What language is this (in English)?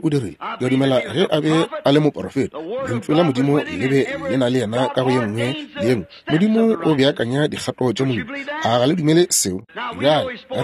Northern Sotho